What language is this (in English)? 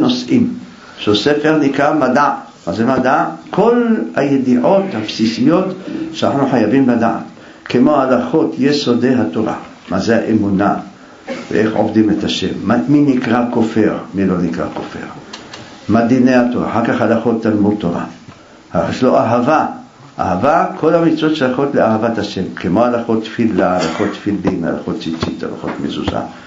Hebrew